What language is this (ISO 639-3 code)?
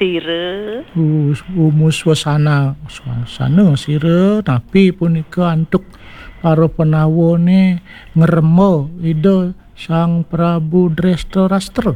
ban